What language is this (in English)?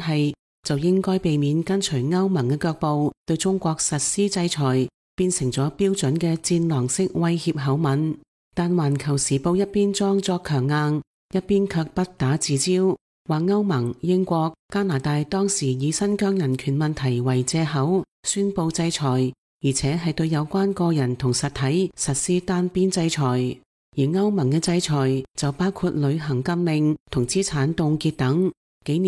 Cantonese